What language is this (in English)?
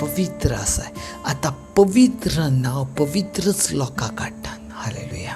Konkani